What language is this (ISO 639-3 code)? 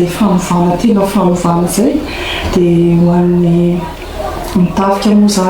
mlg